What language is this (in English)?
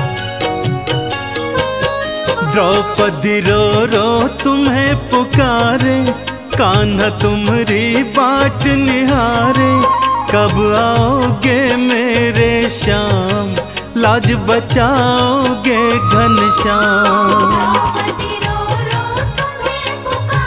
Hindi